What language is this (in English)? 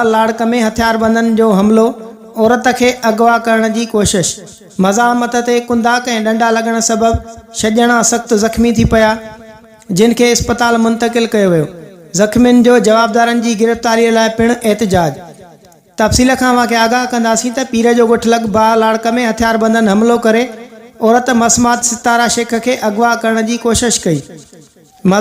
Sindhi